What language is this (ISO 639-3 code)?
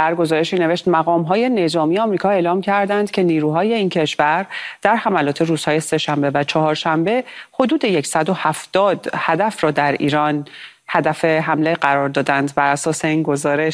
fas